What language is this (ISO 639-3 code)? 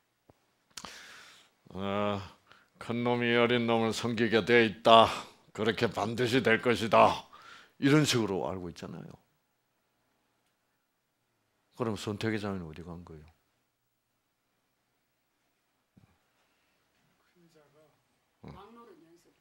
kor